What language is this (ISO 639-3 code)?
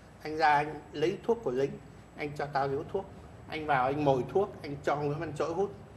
vie